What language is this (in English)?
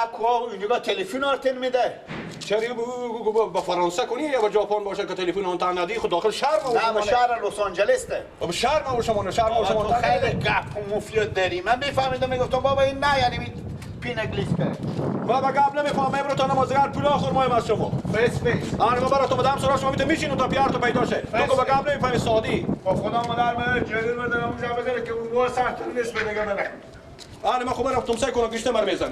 Persian